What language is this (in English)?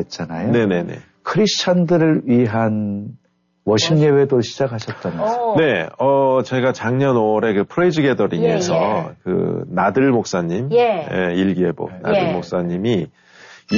Korean